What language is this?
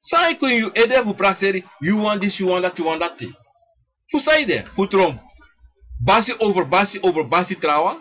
Sranan Tongo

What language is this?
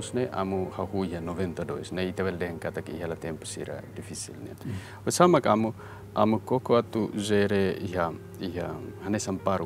Tetum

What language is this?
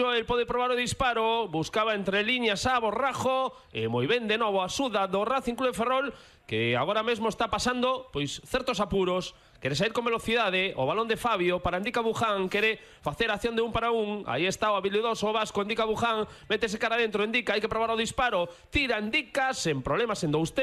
Galician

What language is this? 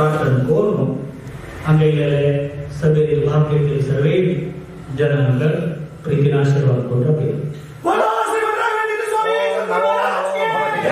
Konkani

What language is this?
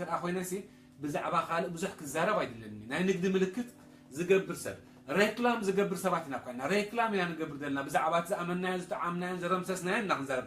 Tigrinya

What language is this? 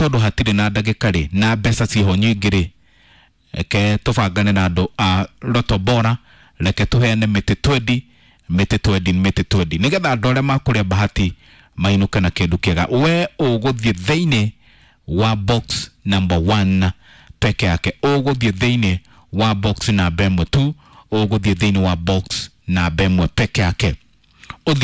Kikuyu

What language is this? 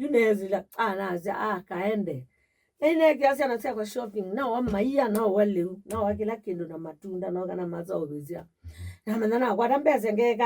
Kamba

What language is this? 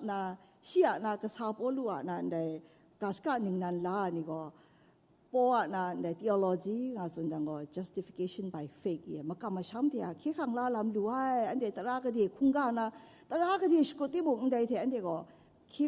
Kachin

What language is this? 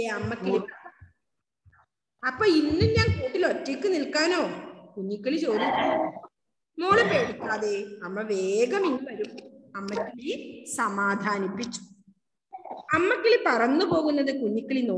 Malayalam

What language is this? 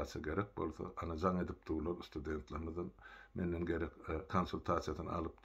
Turkmen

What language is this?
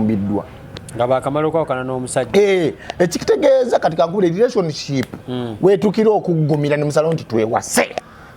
Ganda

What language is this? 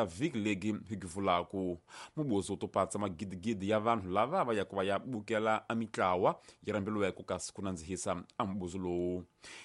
Tsonga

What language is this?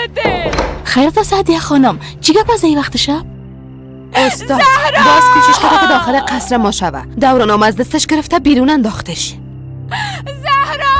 Persian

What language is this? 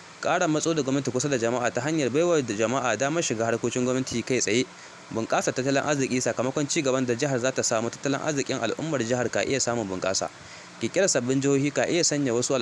Hausa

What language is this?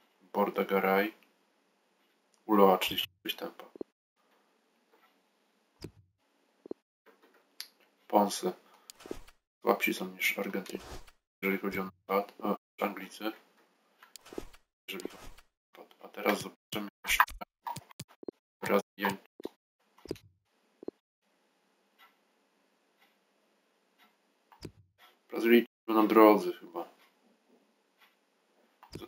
Polish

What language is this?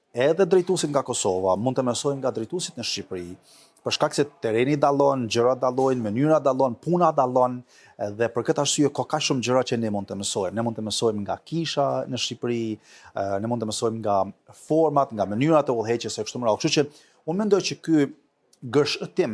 Albanian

